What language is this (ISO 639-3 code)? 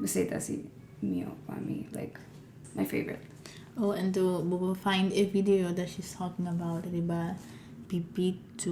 pap